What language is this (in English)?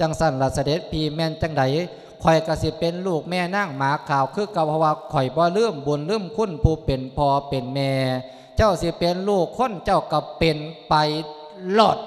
Lao